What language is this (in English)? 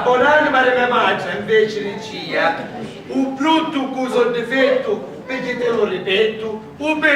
Sicilian